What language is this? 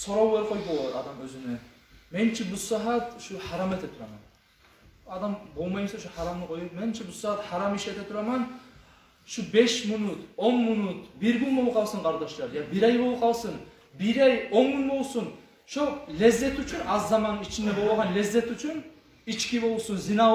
Kumyk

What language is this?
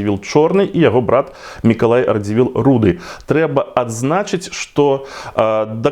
Belarusian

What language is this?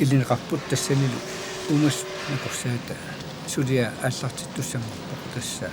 Kalaallisut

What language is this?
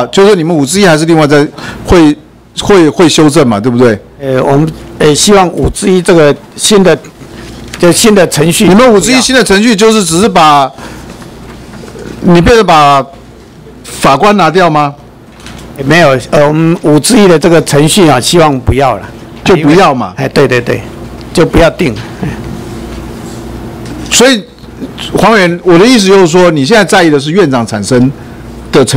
Chinese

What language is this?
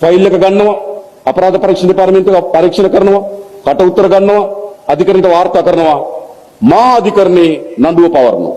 Sinhala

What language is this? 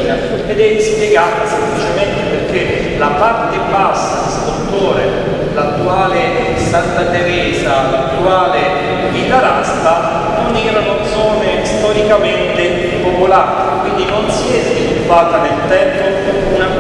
Italian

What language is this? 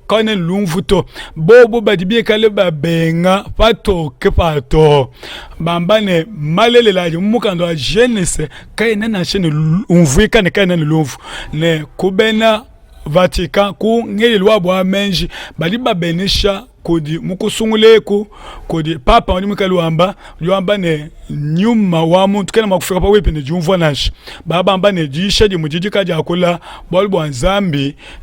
Luba-Lulua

